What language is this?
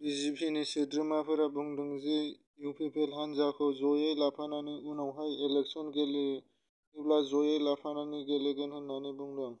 Bodo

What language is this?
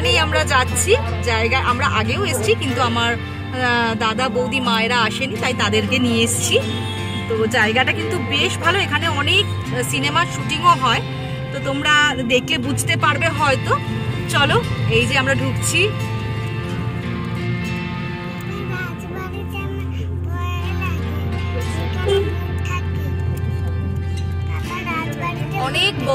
Bangla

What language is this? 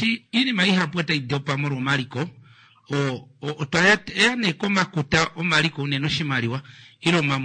Kuanyama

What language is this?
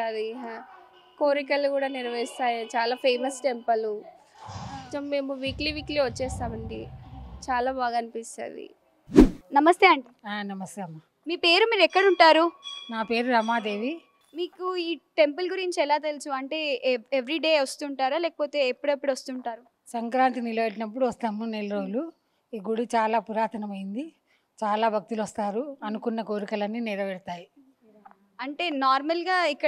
Telugu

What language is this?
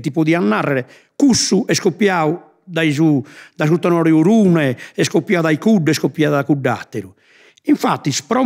Sardinian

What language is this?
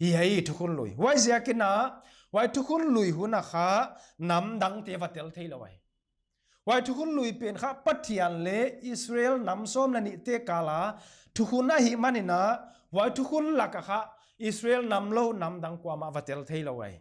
Paite Chin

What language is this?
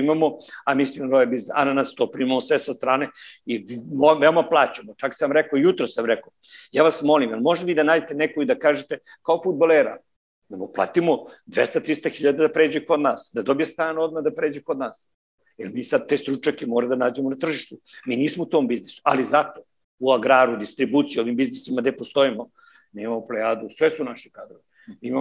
Serbian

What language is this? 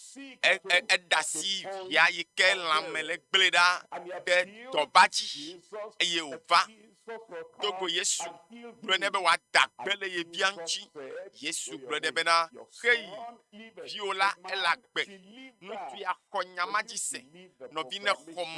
Ewe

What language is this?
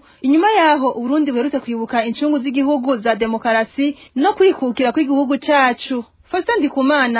Rundi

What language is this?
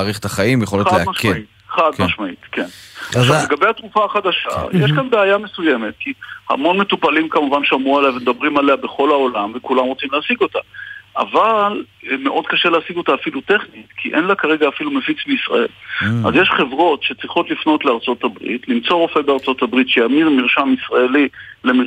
Hebrew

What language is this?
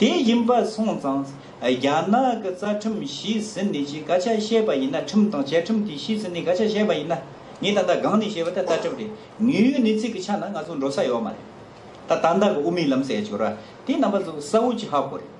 Tibetan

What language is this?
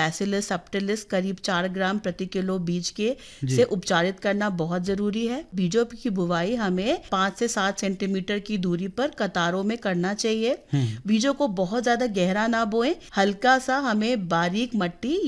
Hindi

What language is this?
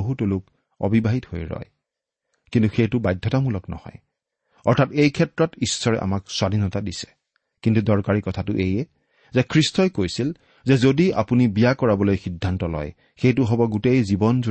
Assamese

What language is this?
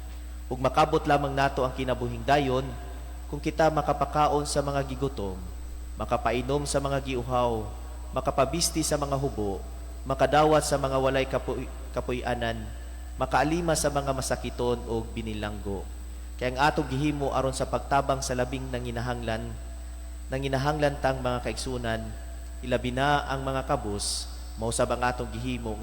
Cebuano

